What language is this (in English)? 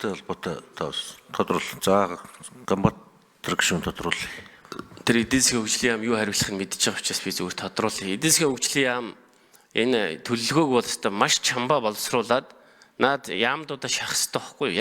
Mongolian